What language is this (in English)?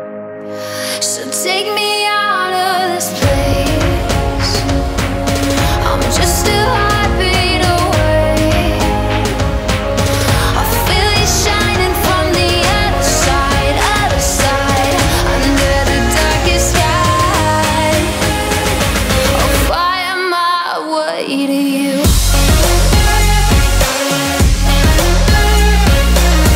English